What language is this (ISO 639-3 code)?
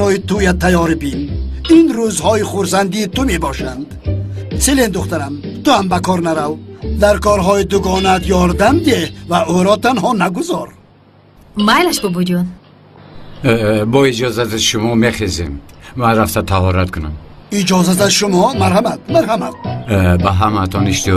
tgk